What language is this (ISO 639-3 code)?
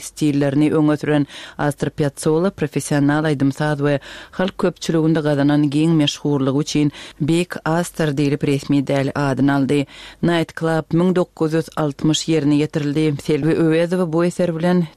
tuk